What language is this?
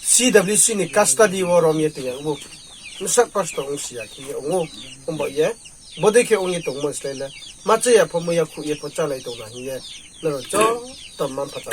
Riang (India)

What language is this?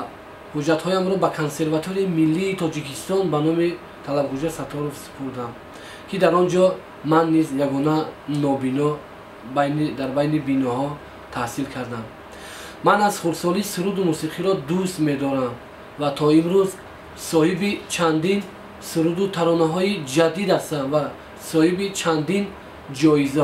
Tajik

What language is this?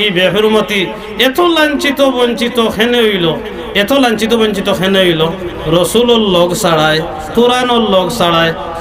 Sylheti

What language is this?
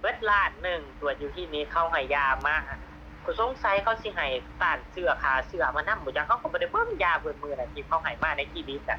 Northeastern Thai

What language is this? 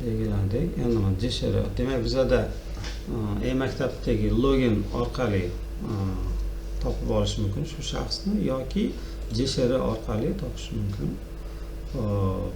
Uzbek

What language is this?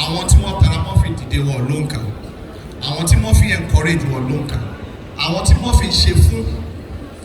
Yoruba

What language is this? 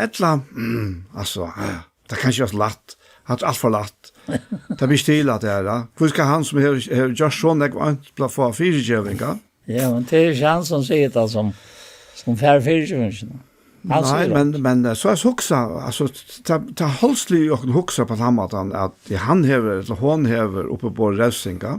Faroese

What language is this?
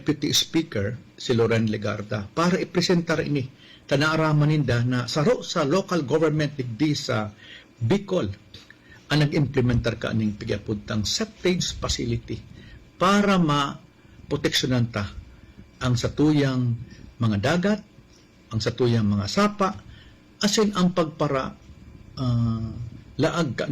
Bikol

